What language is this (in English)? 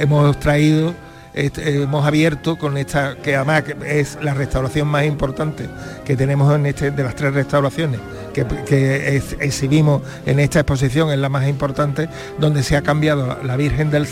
Spanish